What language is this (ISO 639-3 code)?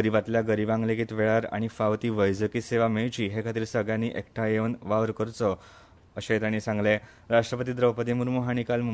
kok